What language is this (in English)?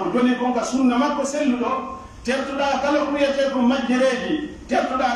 Pular